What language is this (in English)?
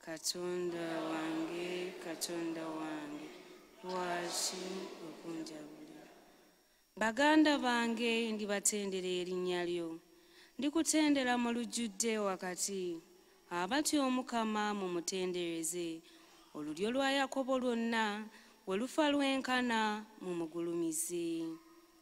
Ganda